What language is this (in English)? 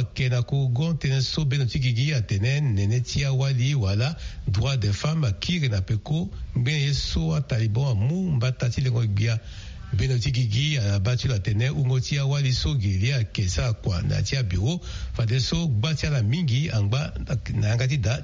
Sango